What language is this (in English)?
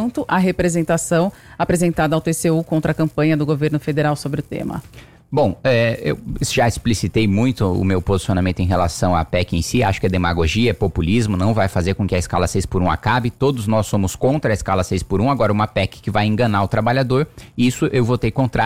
Portuguese